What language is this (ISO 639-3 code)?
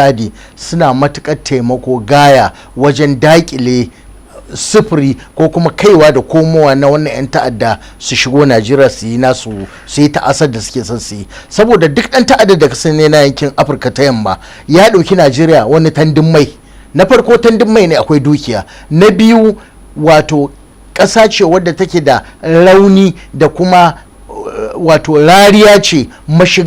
hau